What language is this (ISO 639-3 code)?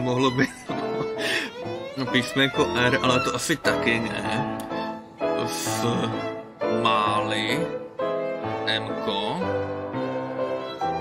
ces